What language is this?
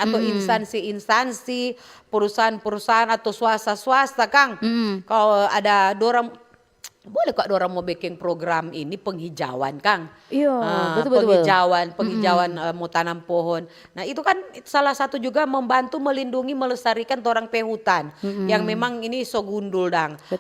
Manado Malay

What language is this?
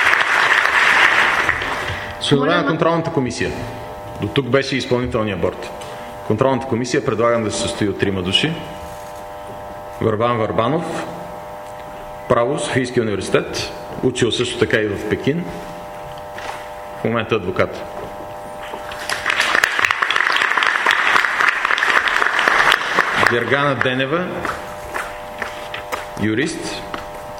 Bulgarian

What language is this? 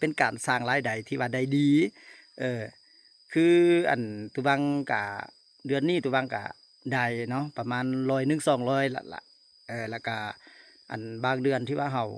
Lao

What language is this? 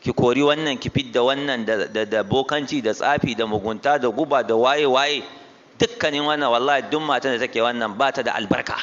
Hausa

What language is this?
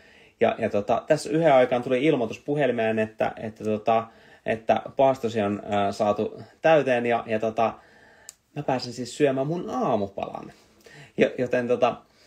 Finnish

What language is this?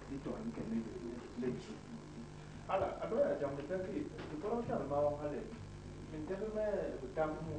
Basaa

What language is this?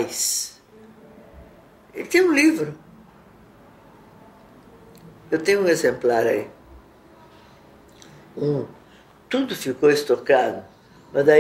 Portuguese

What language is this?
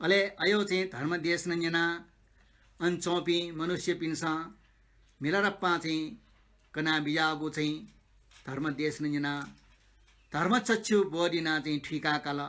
Newari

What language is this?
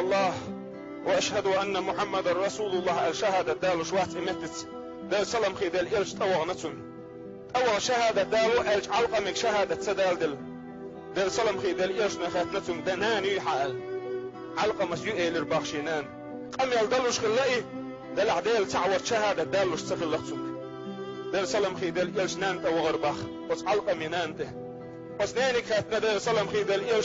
Chechen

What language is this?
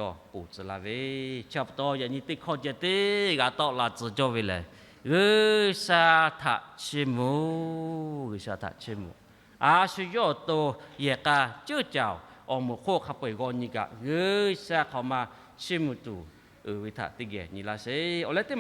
Lahu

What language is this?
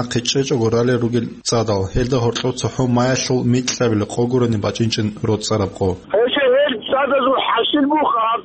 Avaric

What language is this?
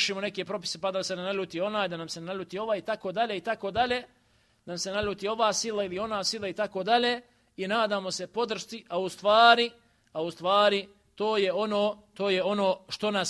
Bosnian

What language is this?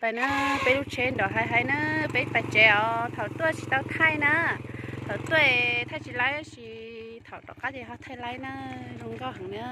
Hmong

